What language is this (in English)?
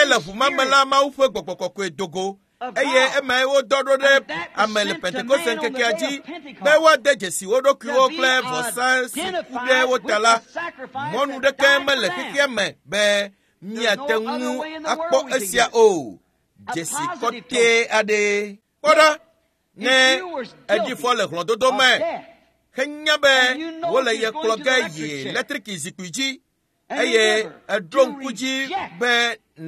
Ewe